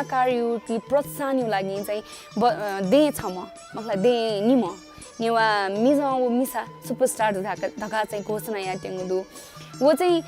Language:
Newari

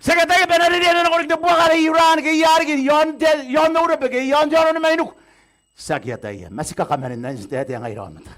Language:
Gilbertese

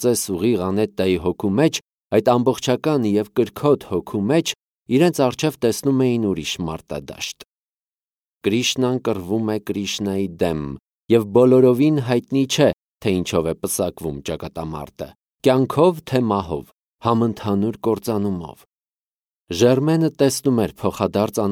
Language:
Armenian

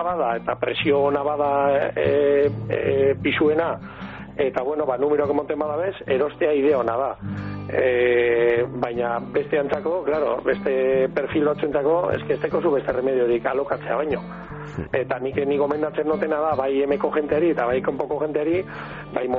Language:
Basque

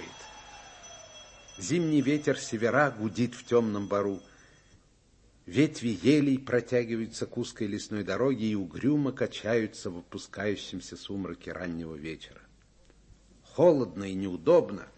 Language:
Russian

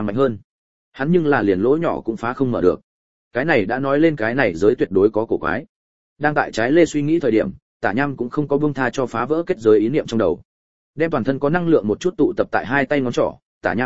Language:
Vietnamese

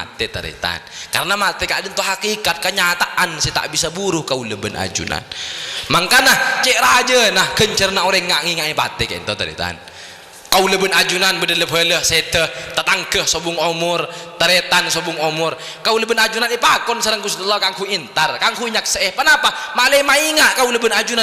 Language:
Madurese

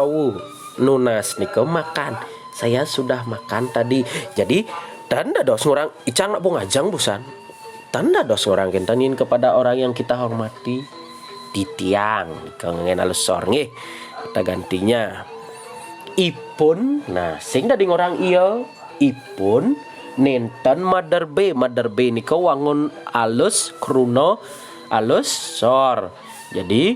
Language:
Balinese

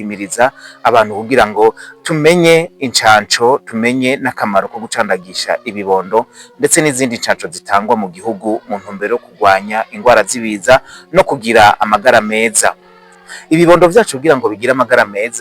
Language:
Rundi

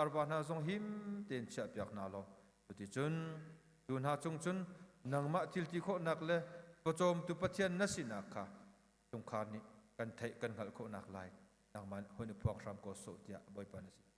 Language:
Hakha Chin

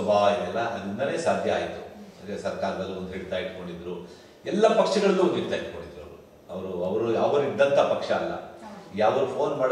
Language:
Kannada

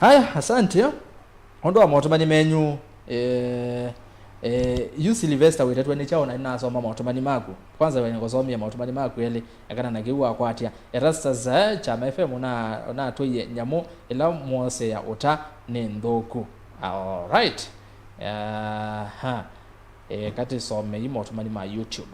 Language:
Kamba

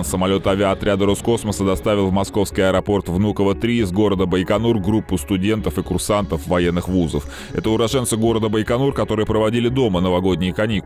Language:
Russian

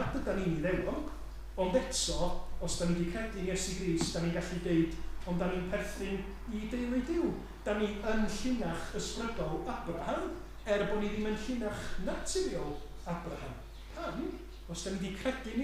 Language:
Welsh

